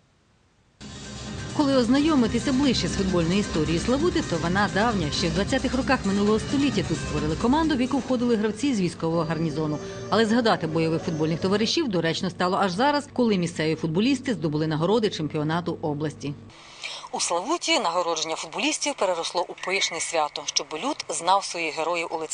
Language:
Ukrainian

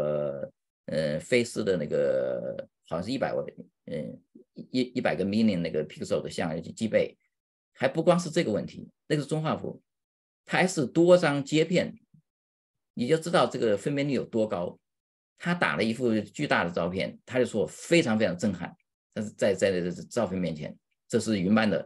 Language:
Chinese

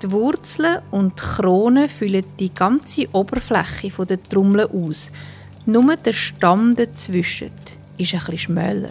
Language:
Swiss German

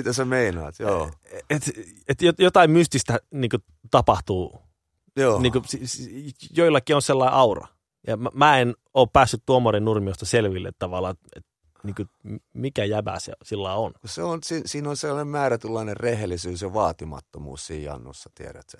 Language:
Finnish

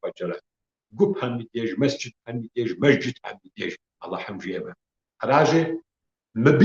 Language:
Kabardian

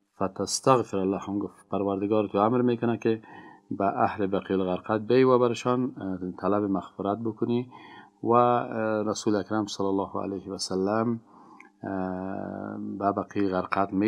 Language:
Persian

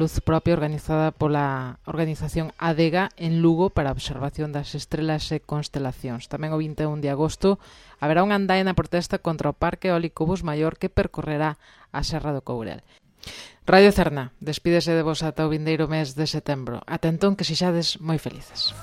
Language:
Galician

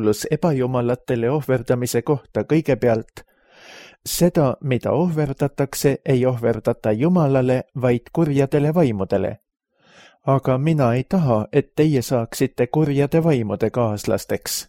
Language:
Estonian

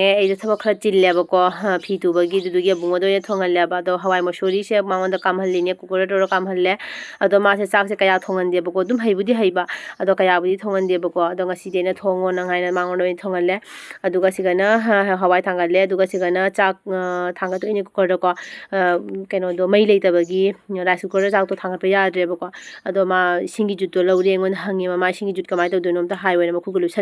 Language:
Manipuri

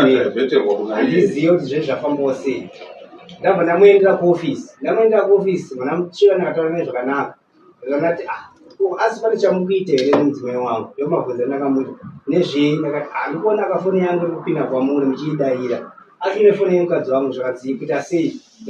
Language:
Shona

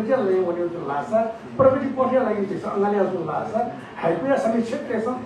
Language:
Newari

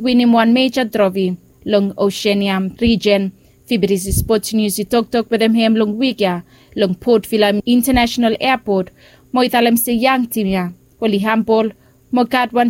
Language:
Bislama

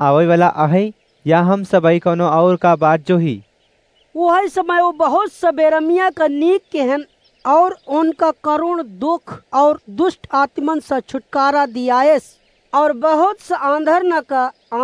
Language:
Awadhi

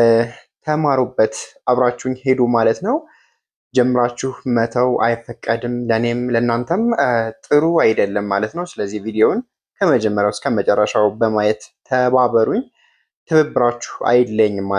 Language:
Amharic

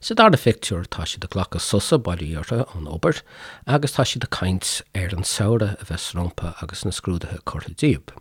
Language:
Irish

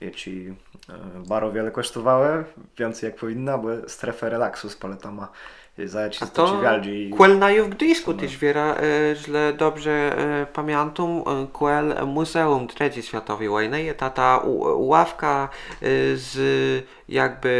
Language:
Kashubian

